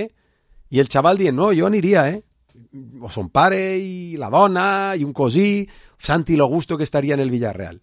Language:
Catalan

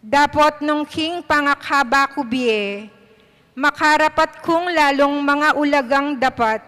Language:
Pampanga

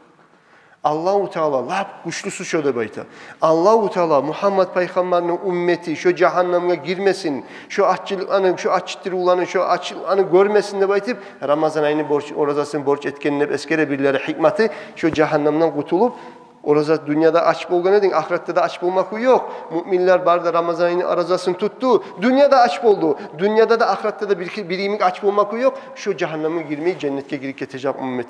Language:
Kumyk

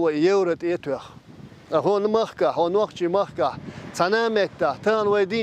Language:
Chechen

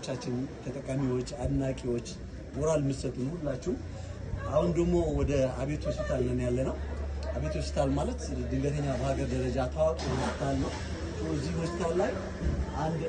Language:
Amharic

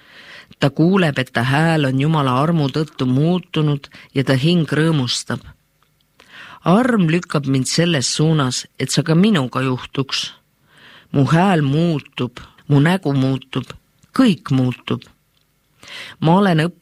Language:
Estonian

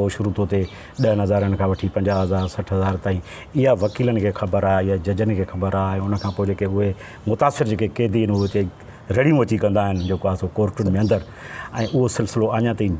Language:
Sindhi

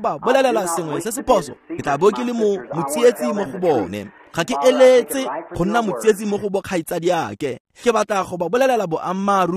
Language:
Tswana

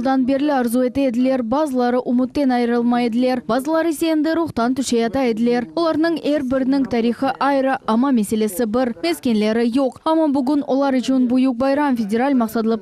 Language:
Crimean Tatar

